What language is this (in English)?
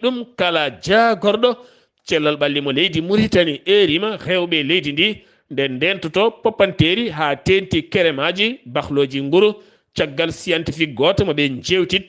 Fula